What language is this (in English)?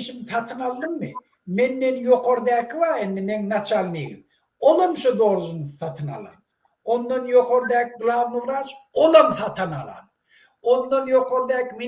Turkmen